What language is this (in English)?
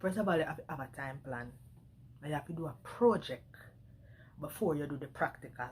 Jamaican Creole English